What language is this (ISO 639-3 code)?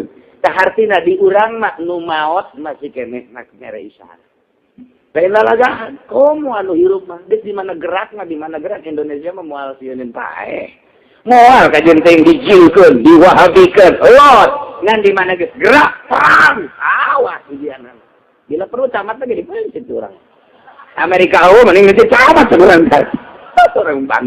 sun